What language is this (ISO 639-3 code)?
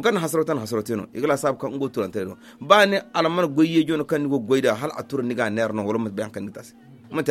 dje